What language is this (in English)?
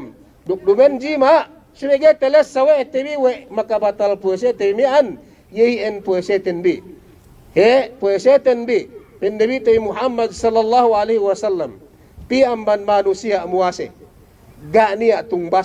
Yakan